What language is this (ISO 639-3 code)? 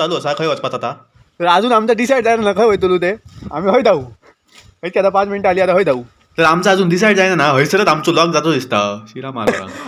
kok